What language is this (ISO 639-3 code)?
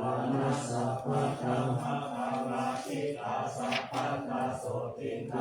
pli